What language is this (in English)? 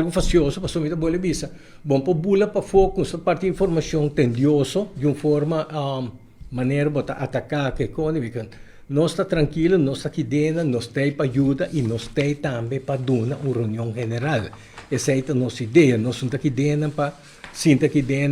Papiamento